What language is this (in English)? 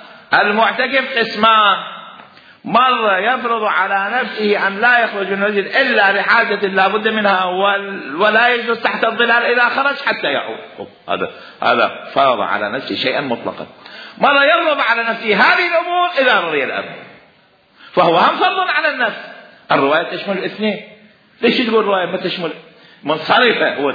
Mesopotamian Arabic